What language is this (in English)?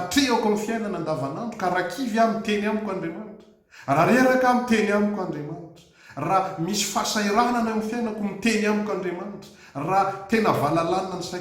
Malagasy